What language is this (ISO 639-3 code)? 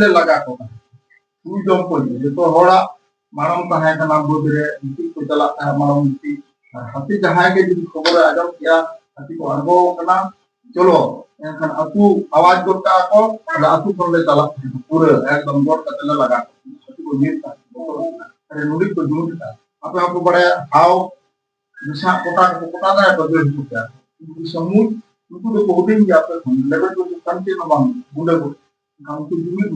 sat